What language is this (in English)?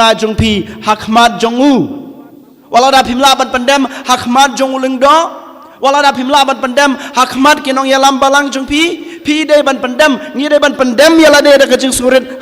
Khasi